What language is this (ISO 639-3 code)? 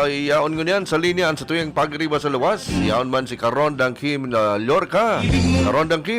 bik